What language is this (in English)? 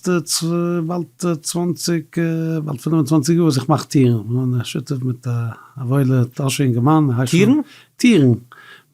Yiddish